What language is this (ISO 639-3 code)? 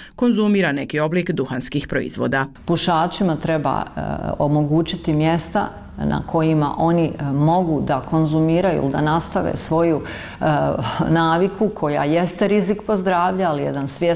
bos